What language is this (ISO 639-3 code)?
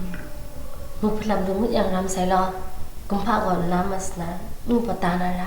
kac